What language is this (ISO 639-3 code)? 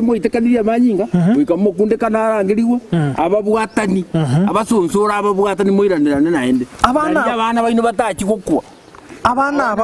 guz